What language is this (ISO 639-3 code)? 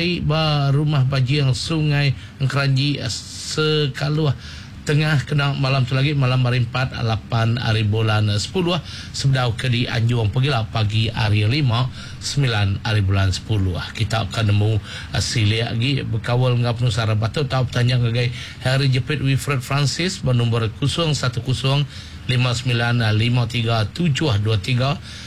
iba